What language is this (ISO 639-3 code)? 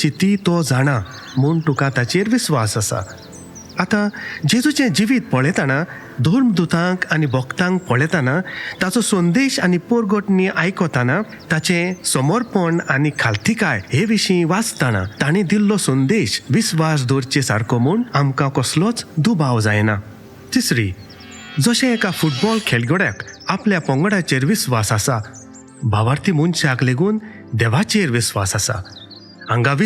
kok